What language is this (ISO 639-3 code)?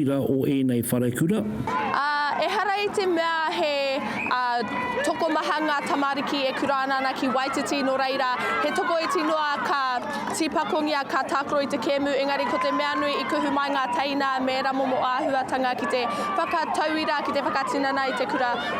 mri